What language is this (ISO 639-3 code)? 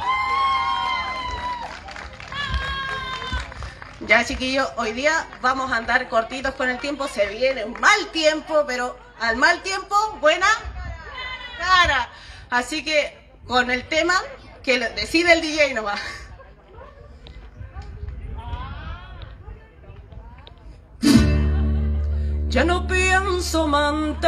spa